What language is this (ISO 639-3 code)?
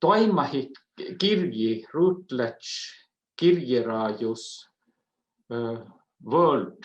sme